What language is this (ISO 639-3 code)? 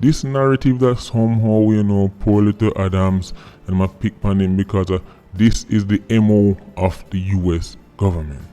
jam